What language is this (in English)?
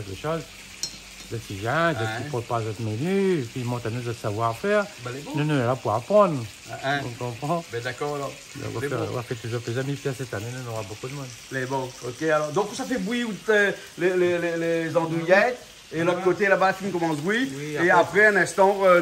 Réunion Creole French